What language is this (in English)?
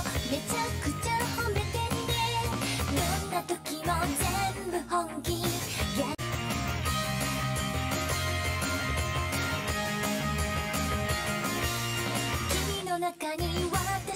Japanese